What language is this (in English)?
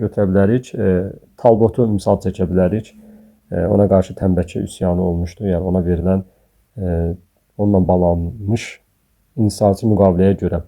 Azerbaijani